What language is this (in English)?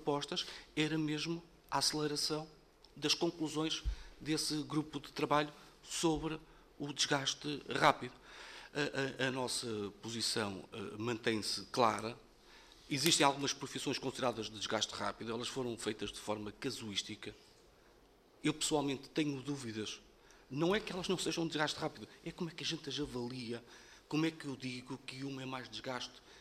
Portuguese